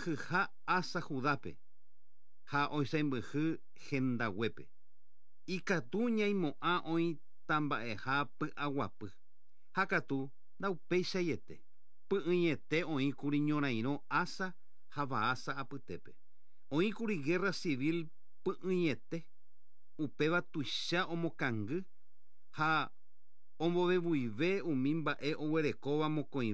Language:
Guarani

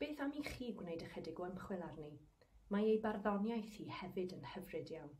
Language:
Welsh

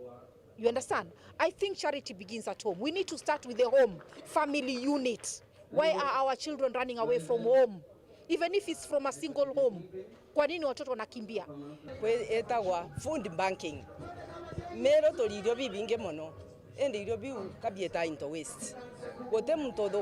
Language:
Meru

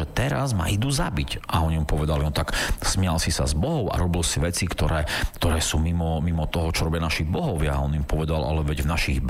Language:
Slovak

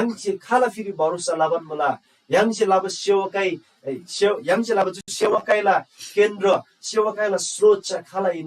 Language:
Eastern Tamang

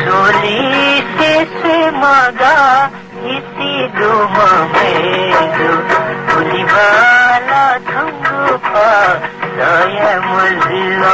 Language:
Newari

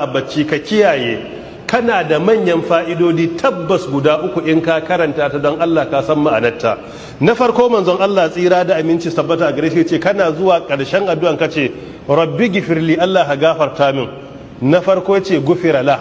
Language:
Hausa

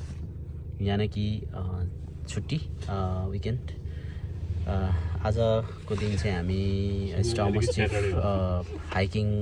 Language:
Nepali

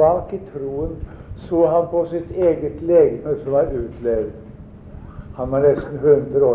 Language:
Norwegian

